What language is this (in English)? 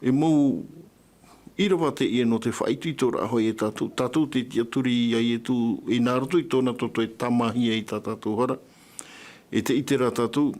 Tahitian